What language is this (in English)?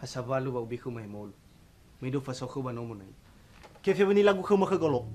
Nias